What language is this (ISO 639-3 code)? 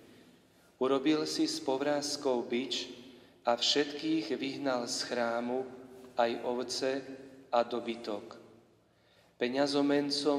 slk